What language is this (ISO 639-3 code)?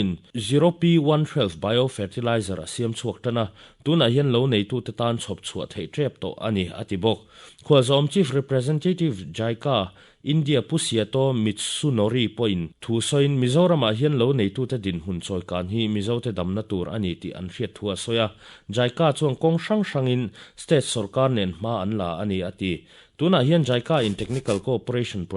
lus